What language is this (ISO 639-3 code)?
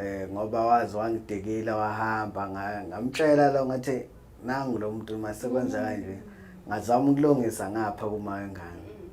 zul